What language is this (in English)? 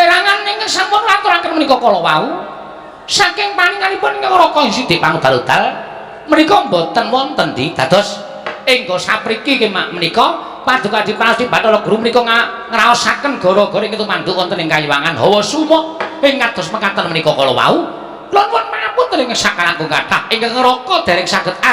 Javanese